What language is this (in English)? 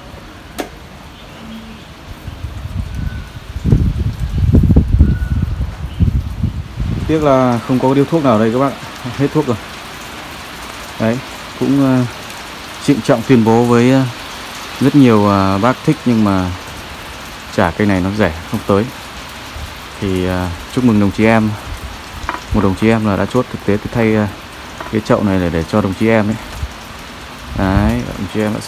Vietnamese